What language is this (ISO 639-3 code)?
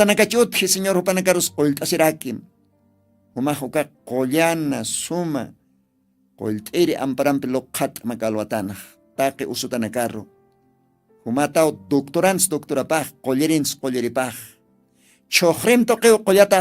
aym